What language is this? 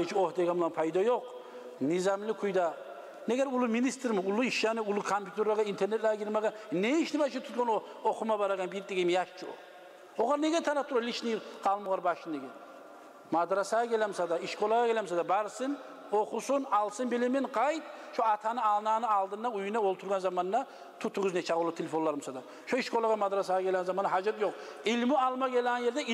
Kumyk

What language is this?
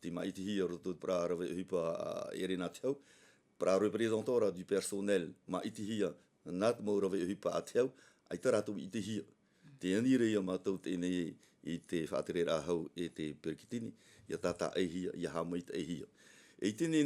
Tahitian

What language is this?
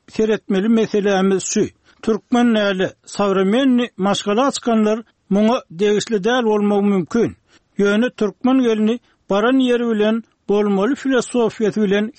Turkmen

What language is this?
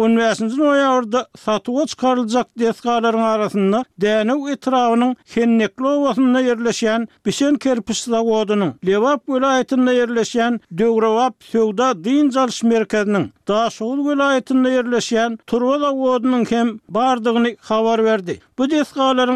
Turkmen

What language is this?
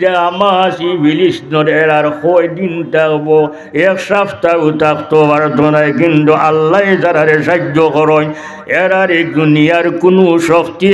Sylheti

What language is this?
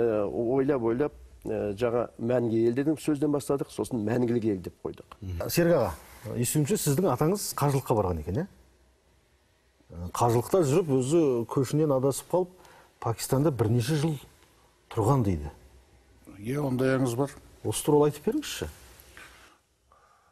Kazakh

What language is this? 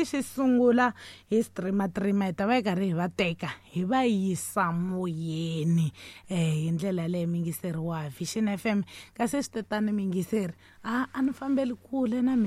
Tsonga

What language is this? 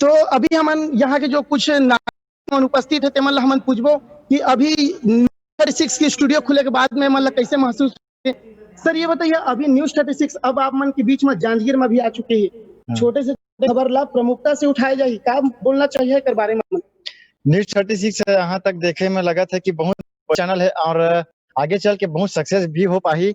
Chhattisgarhi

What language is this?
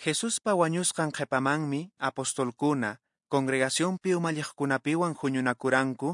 Quechua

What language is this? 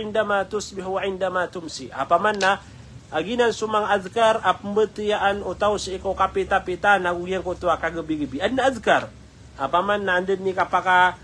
Maranao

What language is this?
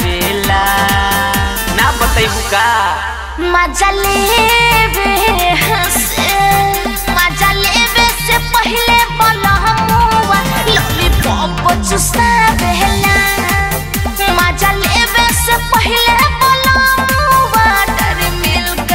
Bhojpuri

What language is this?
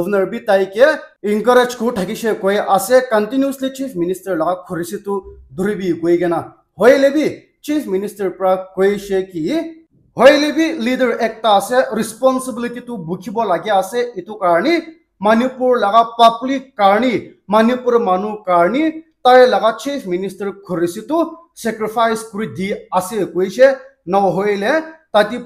Naga Pidgin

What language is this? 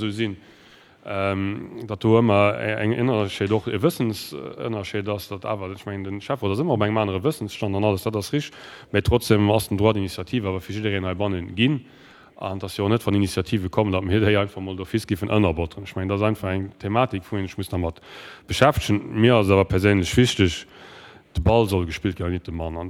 Luxembourgish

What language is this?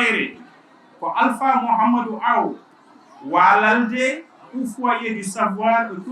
Fula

